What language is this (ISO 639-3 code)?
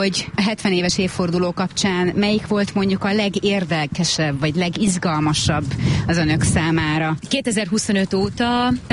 hun